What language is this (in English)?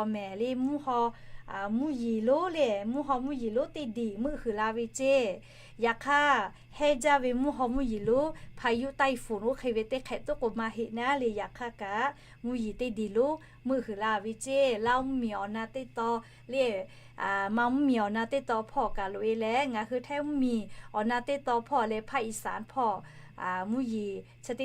Lahu